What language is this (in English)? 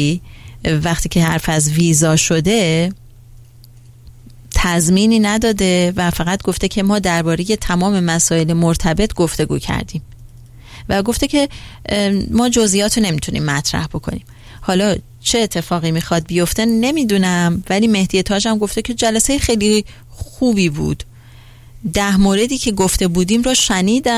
Persian